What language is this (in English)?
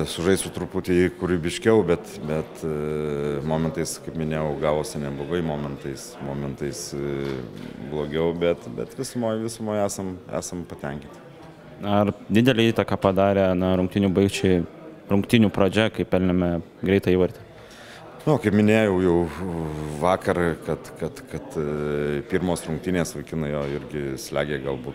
Lithuanian